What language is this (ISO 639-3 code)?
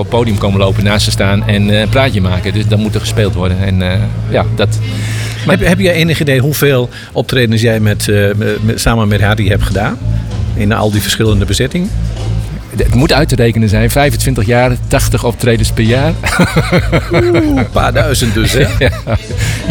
nld